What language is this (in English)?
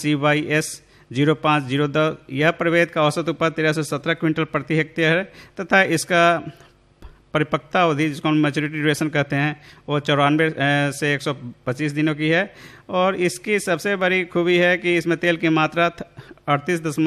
Hindi